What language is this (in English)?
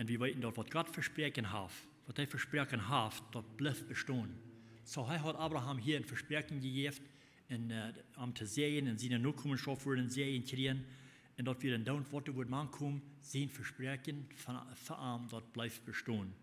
Plautdietsch